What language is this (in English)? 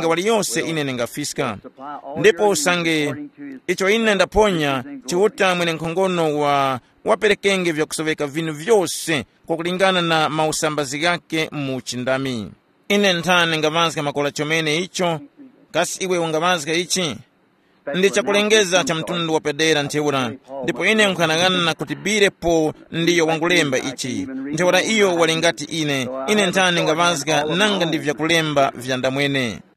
Tumbuka